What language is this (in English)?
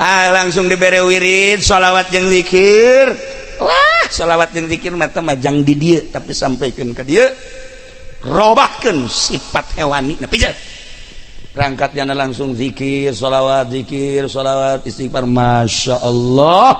Sundanese